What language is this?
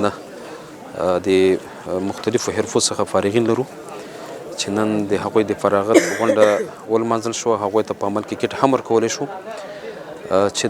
Pashto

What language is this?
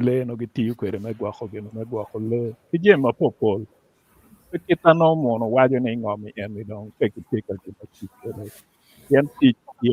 Acoli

